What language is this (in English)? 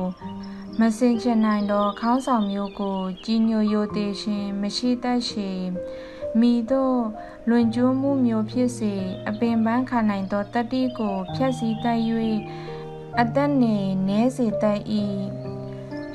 Burmese